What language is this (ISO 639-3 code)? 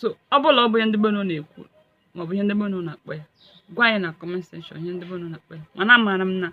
ibo